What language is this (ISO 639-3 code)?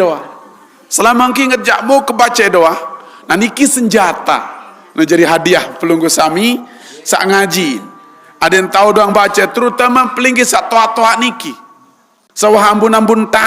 sas